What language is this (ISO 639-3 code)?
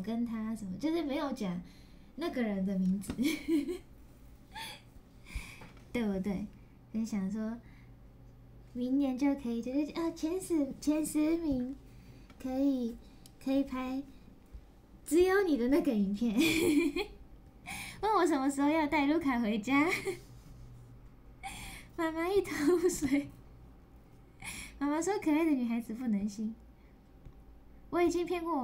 zho